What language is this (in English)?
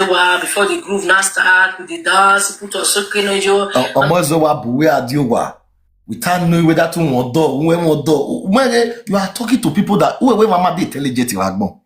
Nigerian Pidgin